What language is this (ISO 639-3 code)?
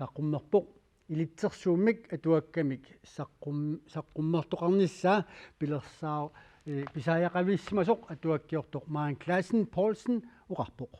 kal